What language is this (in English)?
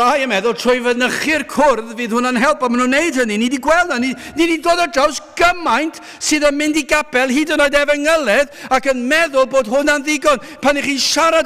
Welsh